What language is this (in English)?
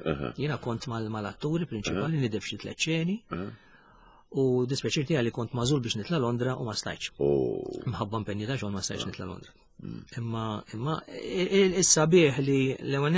Maltese